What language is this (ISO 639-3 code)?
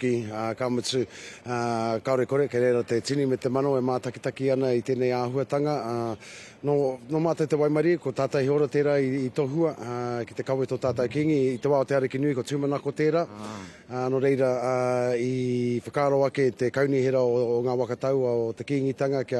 mri